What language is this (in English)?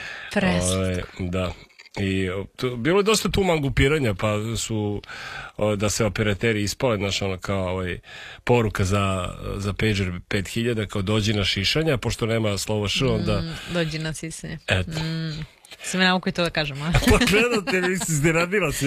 Serbian